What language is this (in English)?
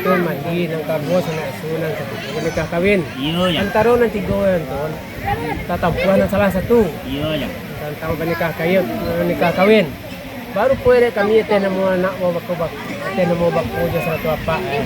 Minangkabau